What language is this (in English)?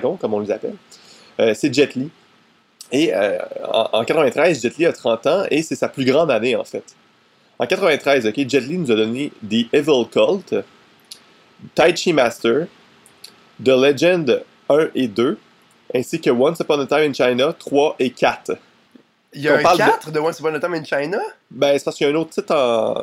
French